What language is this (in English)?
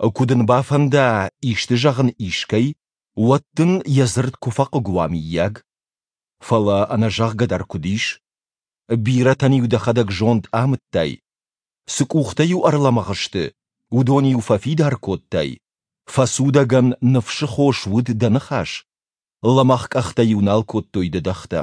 Ossetic